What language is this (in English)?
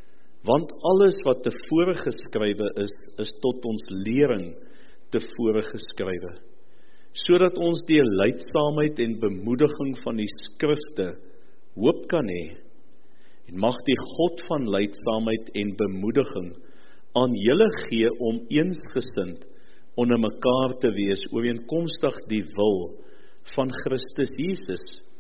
Afrikaans